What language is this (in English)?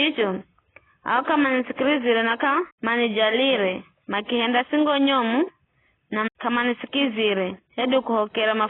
Giryama